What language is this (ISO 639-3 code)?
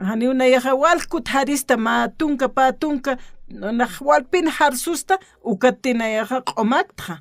aym